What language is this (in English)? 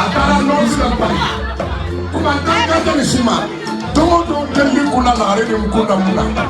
Bambara